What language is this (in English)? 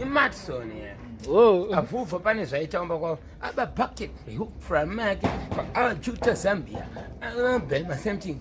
Shona